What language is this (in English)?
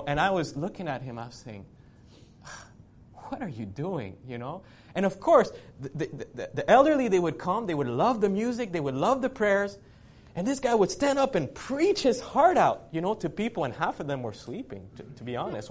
English